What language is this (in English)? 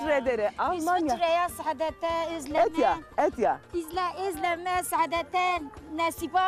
Zaza